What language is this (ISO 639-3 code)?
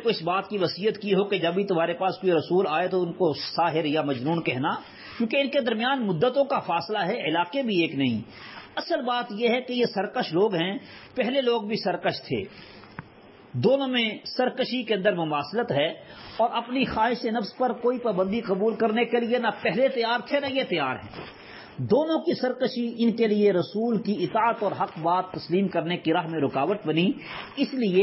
urd